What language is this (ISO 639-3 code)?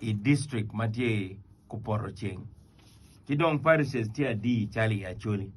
ach